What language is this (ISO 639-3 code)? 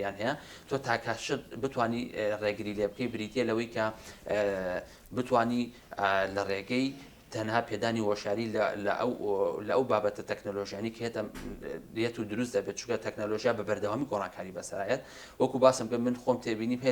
ckb